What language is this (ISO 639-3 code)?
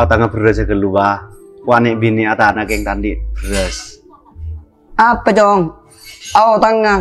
mad